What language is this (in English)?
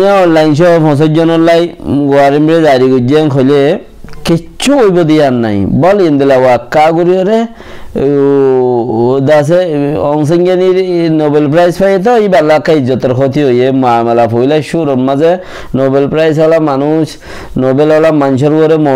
Rohingya